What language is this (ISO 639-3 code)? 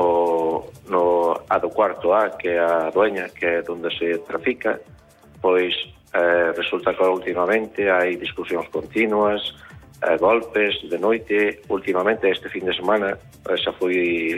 glg